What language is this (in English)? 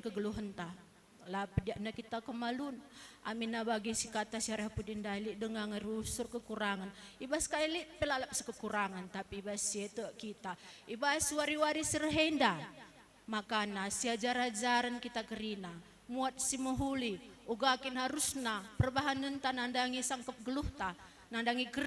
Batak Karo